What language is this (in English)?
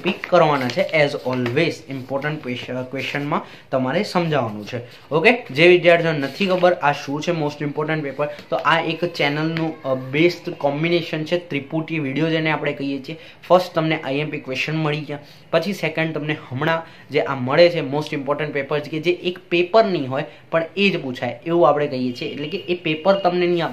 Gujarati